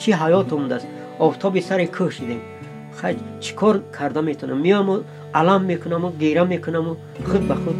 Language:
Tajik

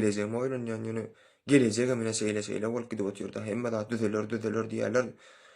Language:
Turkmen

